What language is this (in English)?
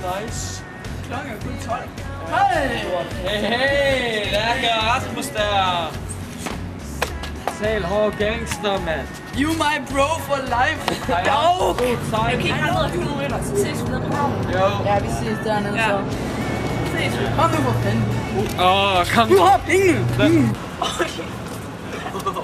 Danish